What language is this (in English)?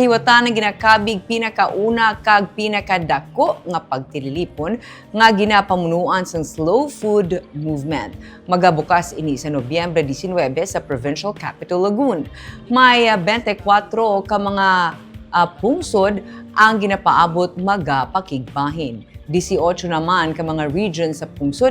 Hiligaynon